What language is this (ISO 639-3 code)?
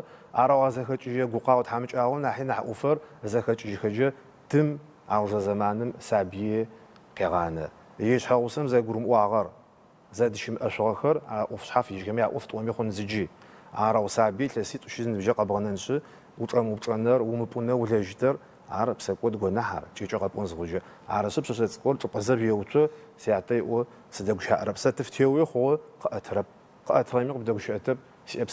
ady